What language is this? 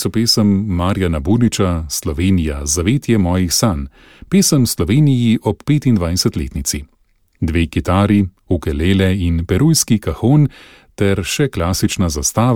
Slovenian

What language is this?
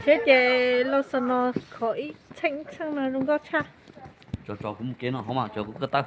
Hmong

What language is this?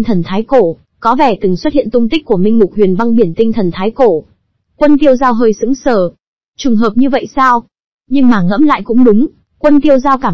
Vietnamese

